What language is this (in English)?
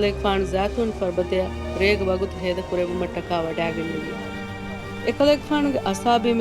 Divehi